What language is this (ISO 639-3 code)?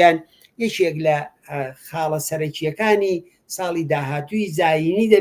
ckb